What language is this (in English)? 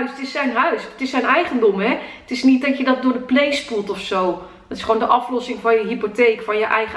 Dutch